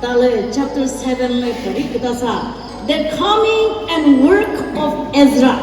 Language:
Chokri Naga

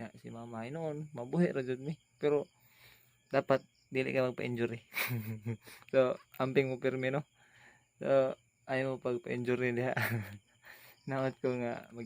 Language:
Cebuano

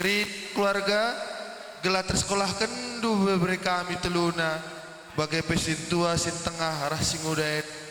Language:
Batak Karo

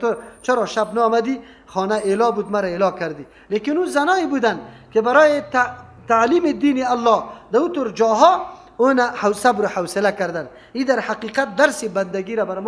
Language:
Persian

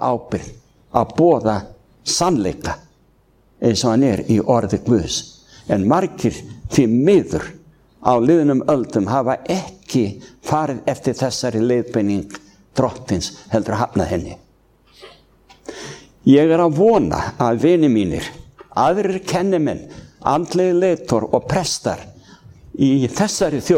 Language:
Icelandic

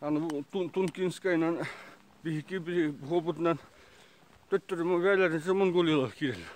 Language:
Yakut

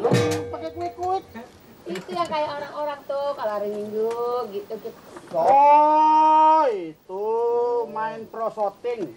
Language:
Betawi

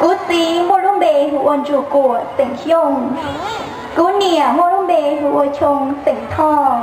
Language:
Hmong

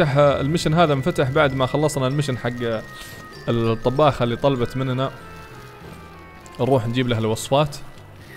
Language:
Arabic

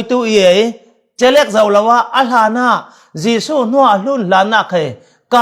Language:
Falam Chin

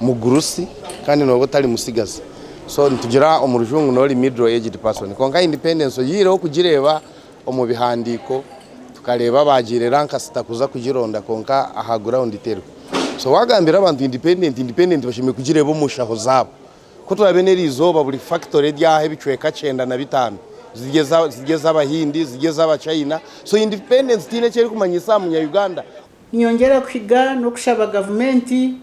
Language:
Nyankole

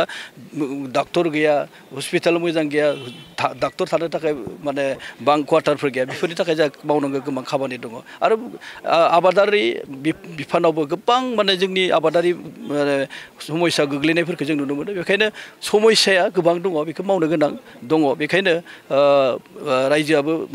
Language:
Bodo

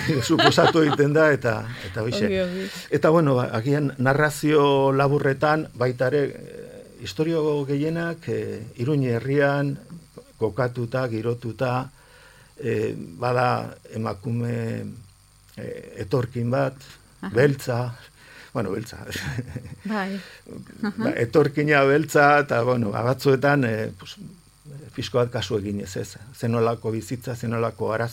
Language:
Basque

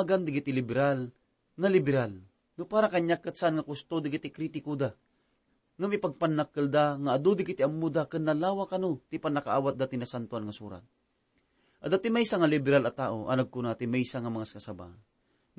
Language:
Iloko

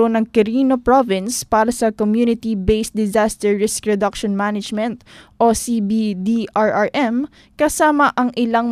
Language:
Filipino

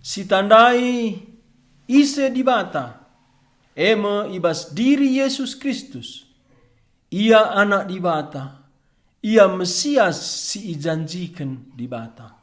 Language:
Batak Karo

